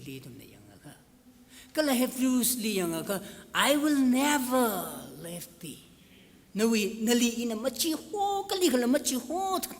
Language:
Tangkhul Naga (India)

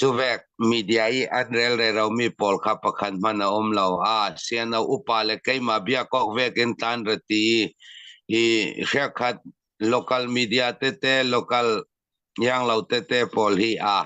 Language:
Falam Chin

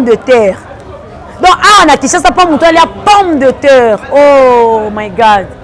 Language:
Lingala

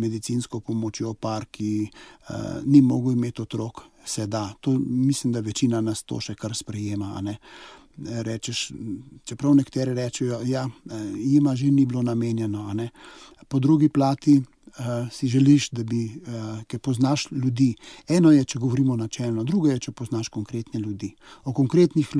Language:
Slovenian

